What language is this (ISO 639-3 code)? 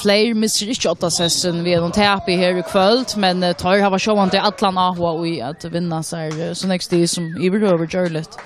fao